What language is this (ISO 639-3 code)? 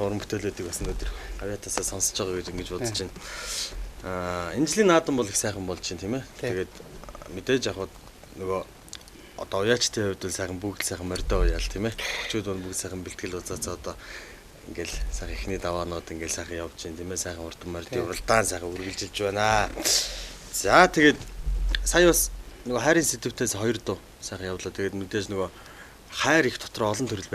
mon